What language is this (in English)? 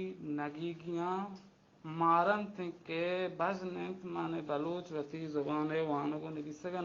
Baluchi